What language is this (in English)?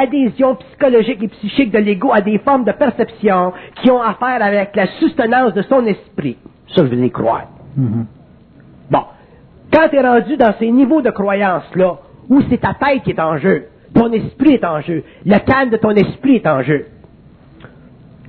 French